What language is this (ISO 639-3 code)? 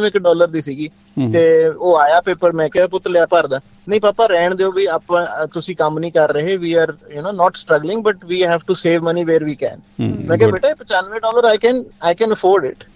pan